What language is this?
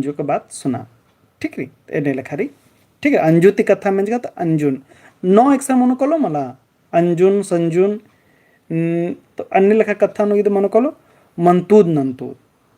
Kurukh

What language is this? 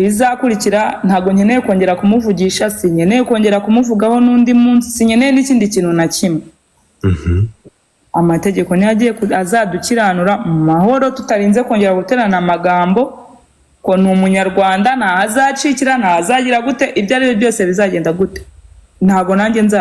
Kinyarwanda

